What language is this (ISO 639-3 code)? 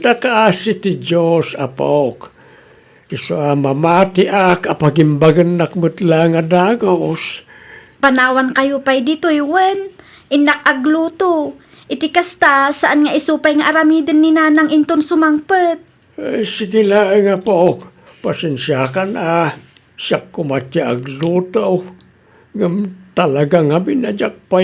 ilo